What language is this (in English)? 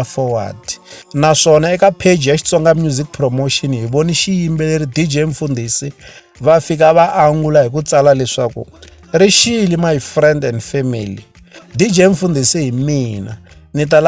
Tsonga